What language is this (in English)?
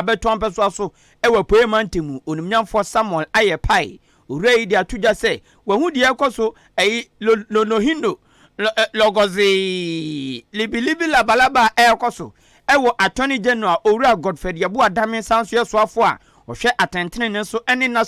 Akan